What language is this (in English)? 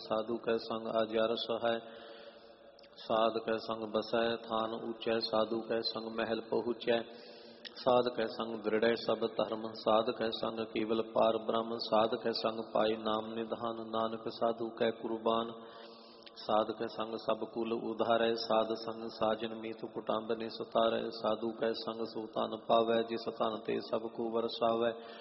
Punjabi